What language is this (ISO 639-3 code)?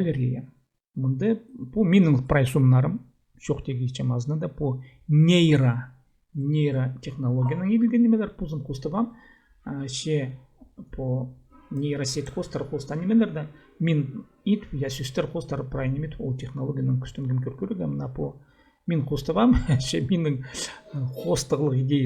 kjh